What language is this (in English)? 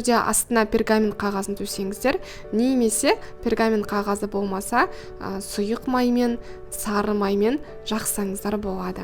Kazakh